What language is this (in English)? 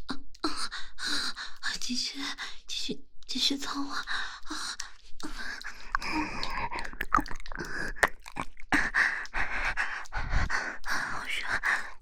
Chinese